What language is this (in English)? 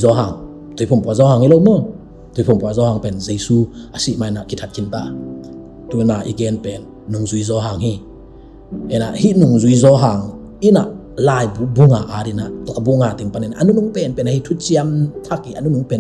Tedim Chin